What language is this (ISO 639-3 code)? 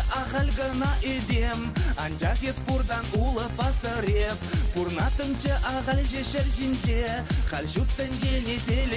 chv